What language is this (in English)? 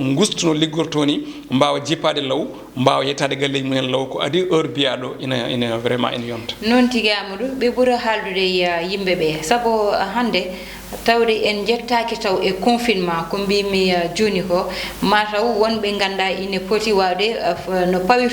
Fula